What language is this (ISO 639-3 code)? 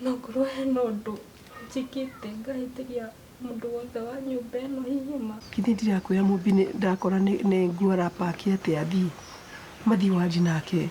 kik